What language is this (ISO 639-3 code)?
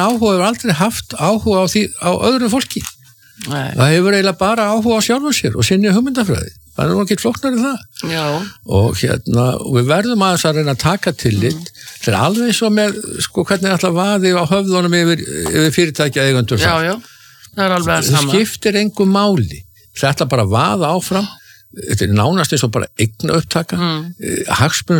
isl